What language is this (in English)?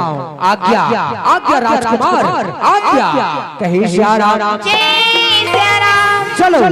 Chhattisgarhi